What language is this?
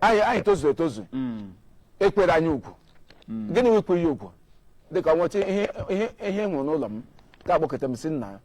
Igbo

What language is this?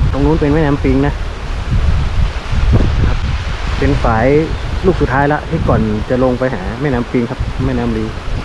Thai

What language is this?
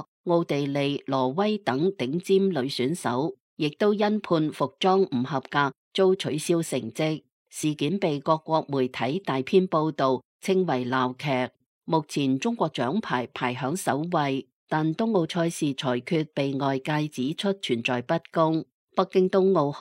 Cantonese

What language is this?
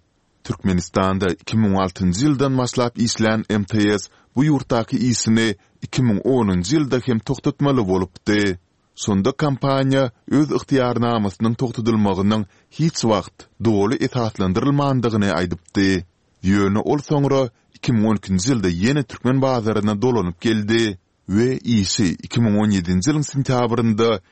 Turkmen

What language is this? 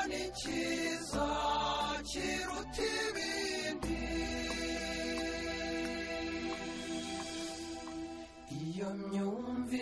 Kinyarwanda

